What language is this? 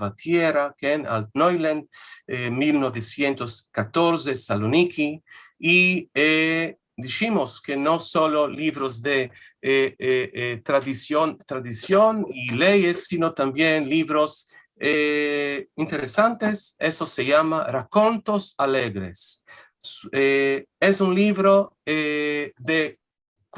Ladino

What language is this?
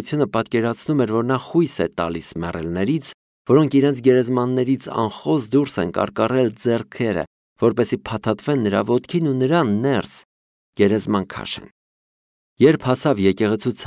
Armenian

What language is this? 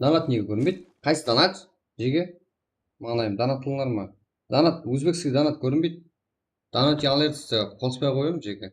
Kara-Kalpak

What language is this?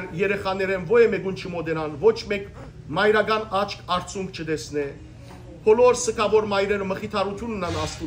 Western Armenian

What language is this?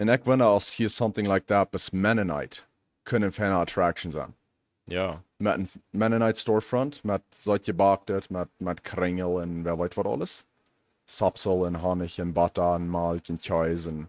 Plautdietsch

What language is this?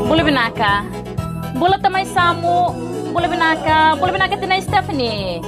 Fijian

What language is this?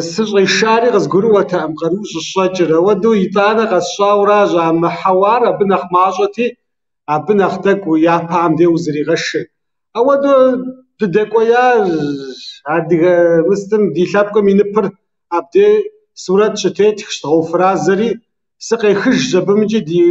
Kabardian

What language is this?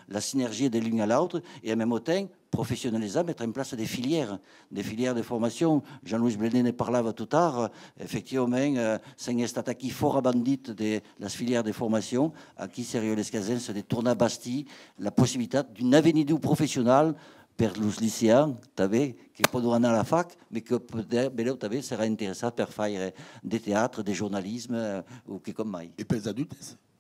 Occitan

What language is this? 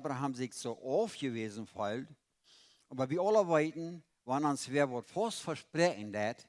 Plautdietsch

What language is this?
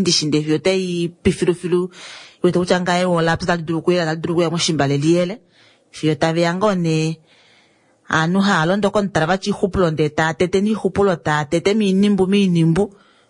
Kuanyama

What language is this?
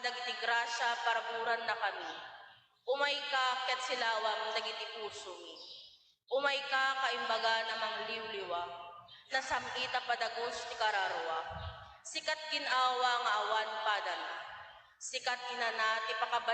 Iloko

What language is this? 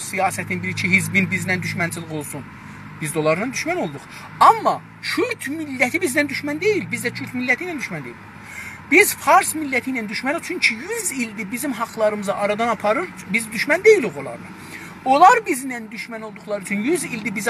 South Azerbaijani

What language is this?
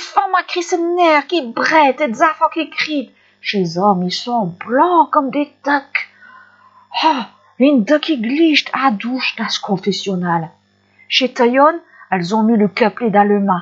Picard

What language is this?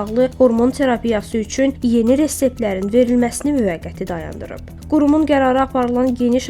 Azerbaijani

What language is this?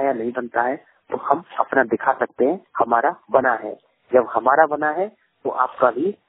Hindi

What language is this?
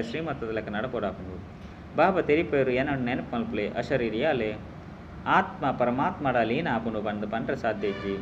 Tulu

